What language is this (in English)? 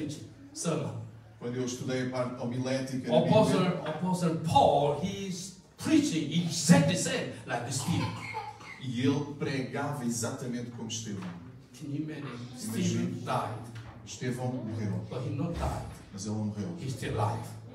Portuguese